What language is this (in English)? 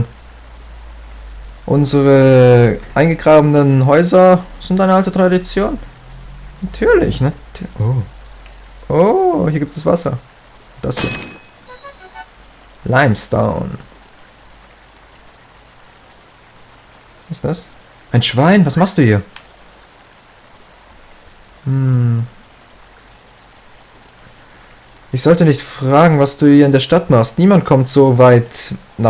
German